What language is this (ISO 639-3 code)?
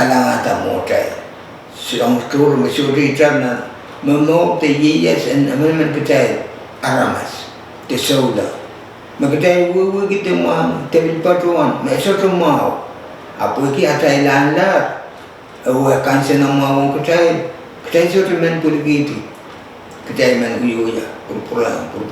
pon